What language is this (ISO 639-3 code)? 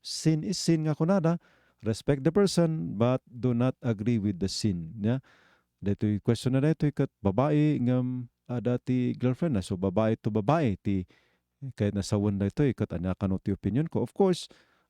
ilo